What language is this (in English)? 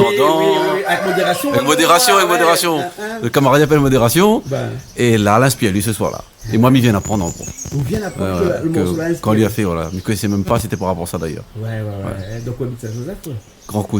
Réunion Creole French